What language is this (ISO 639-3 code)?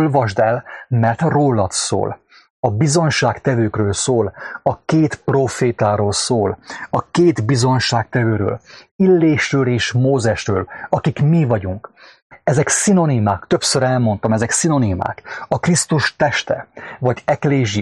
hun